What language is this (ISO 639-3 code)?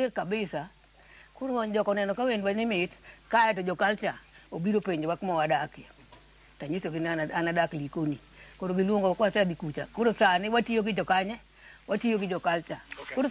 luo